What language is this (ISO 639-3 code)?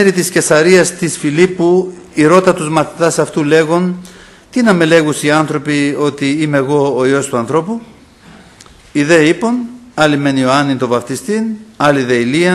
ell